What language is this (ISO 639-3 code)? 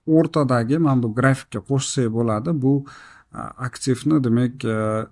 uzb